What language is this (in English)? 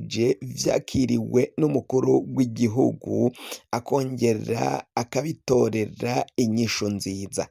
Rundi